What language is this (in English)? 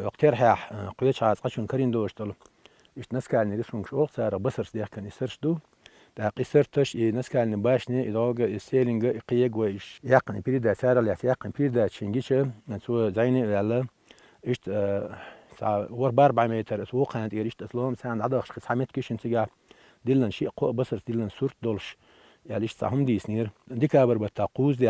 Chechen